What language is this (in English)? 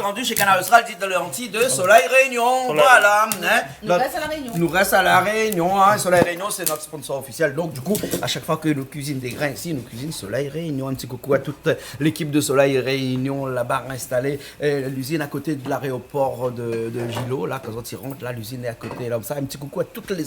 Réunion Creole French